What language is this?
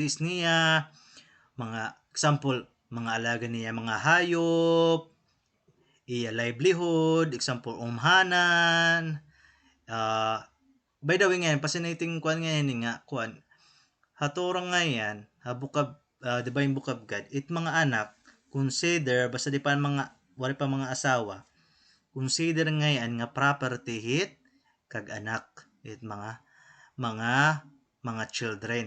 Waray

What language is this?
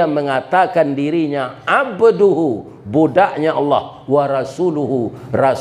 Minangkabau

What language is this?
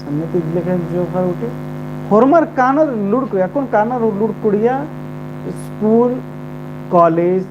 Kurukh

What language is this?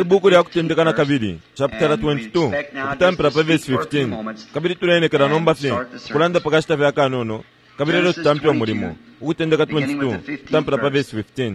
Bemba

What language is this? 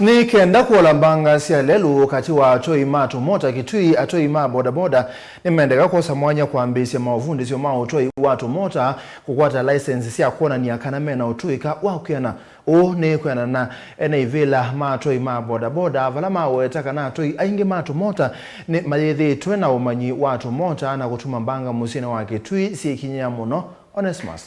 Kamba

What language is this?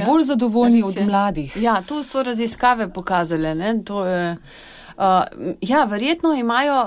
Slovenian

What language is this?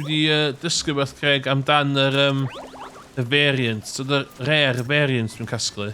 Welsh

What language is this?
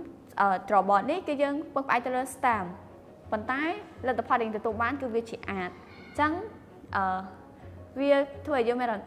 Khmer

